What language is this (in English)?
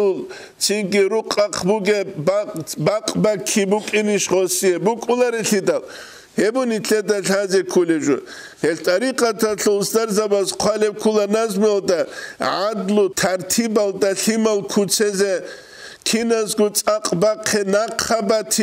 Avaric